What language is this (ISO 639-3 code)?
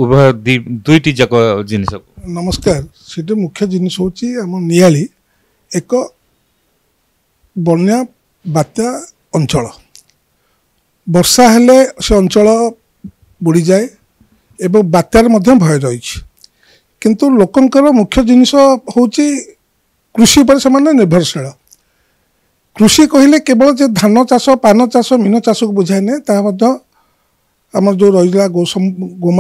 ori